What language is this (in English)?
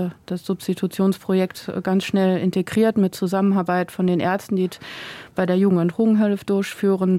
Luxembourgish